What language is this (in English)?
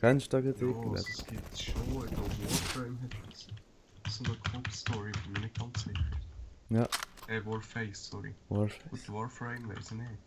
Swiss German